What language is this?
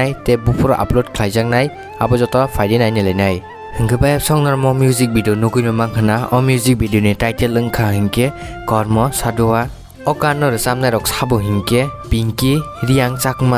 Kok Borok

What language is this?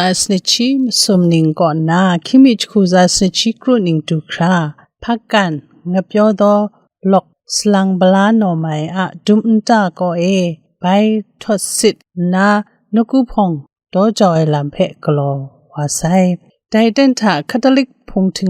Kachin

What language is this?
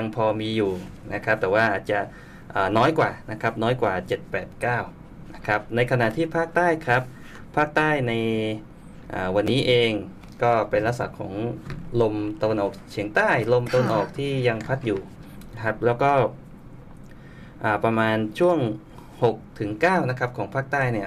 Thai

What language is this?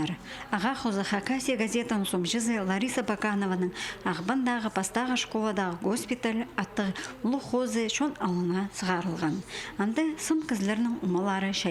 Khakas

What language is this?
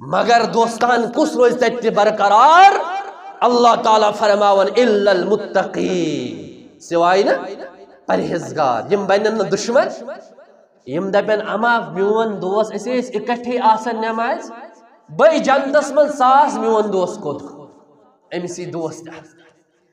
Kashmiri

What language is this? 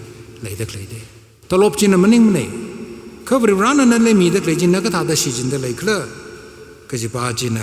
Tangkhul Naga (India)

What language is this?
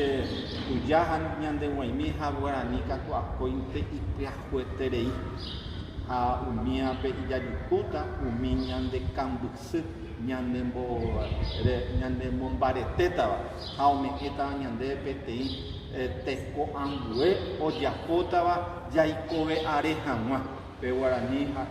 Guarani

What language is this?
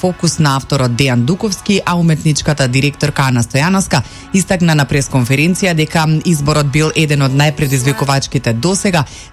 Macedonian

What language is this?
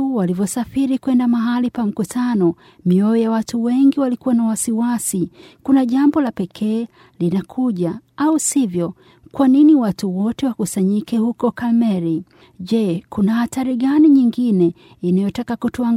Swahili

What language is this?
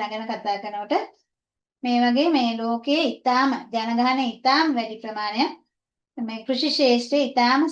Sinhala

